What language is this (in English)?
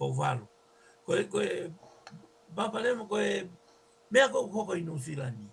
Tongan